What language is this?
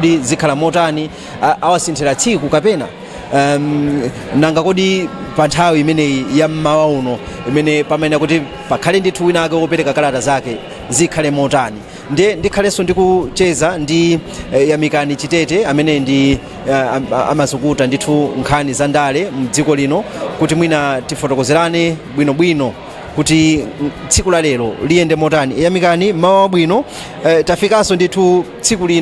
Nyanja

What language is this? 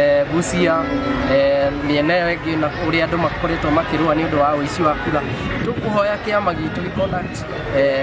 Kikuyu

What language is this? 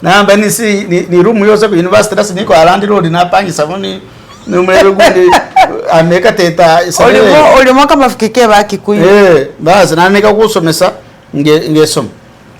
Masaaba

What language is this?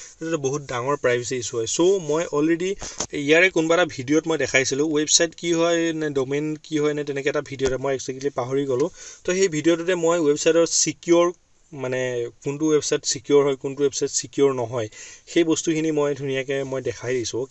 Assamese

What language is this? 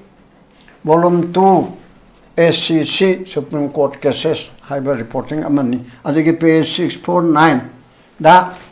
Manipuri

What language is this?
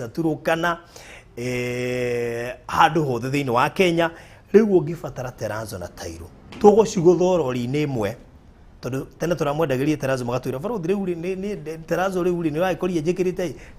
Kikuyu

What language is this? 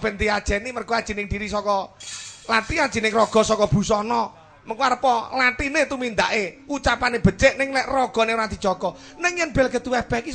Javanese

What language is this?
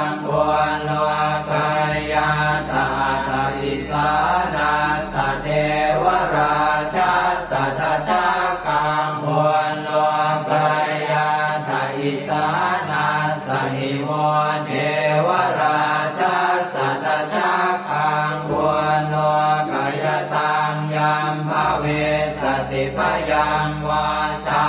Pali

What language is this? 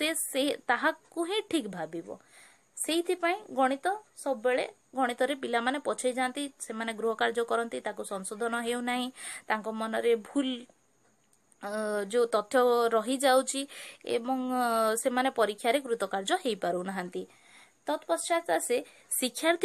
Odia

